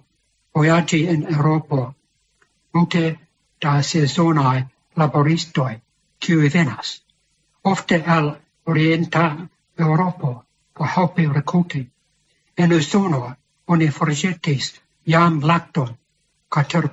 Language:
Esperanto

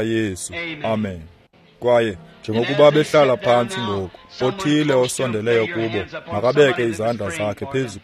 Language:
Xhosa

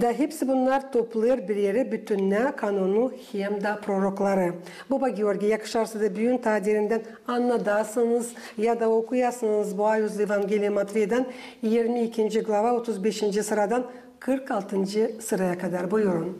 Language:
Gagauz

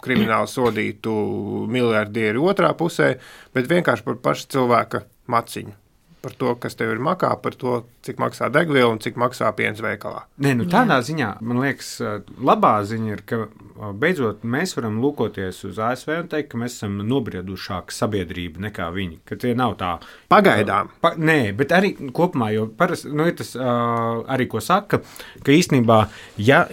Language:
Latvian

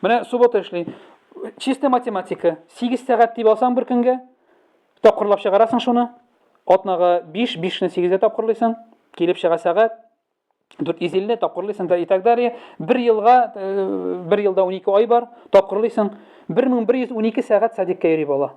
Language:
Tatar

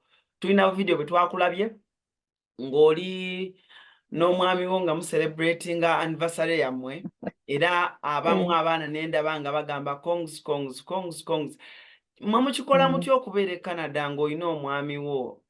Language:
Ganda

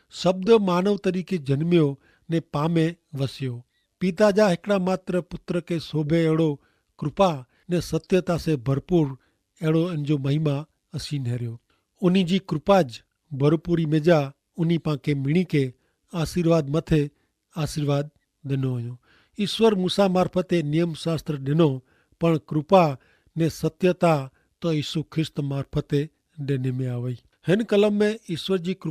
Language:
Kachhi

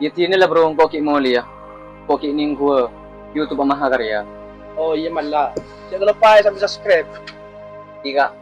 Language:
Madurese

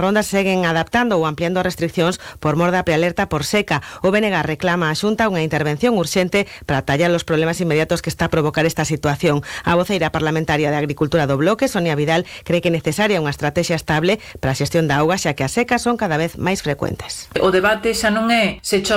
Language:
Galician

